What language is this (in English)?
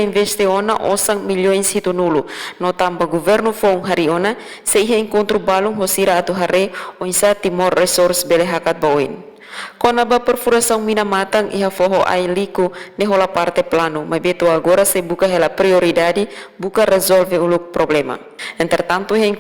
Tetum